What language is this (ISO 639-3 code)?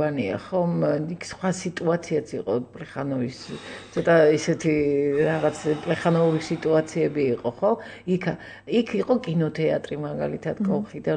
kat